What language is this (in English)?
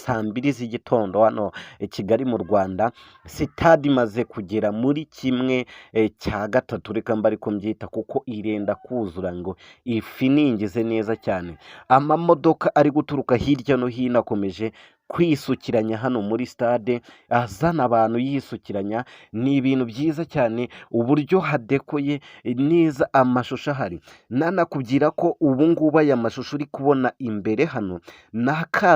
Kinyarwanda